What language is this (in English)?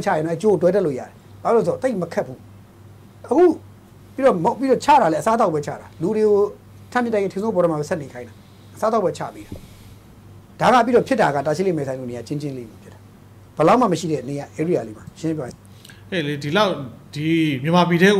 Burmese